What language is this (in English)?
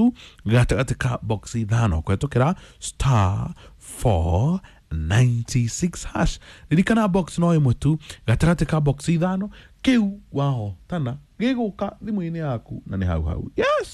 Kikuyu